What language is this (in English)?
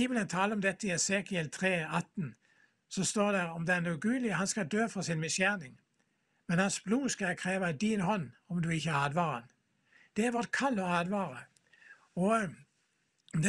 Norwegian